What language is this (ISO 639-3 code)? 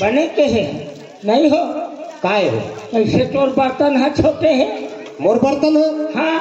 hne